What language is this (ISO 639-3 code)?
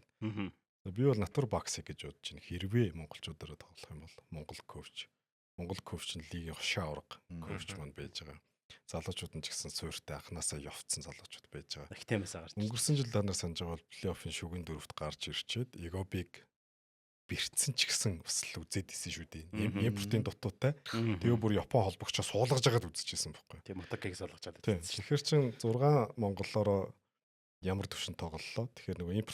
mon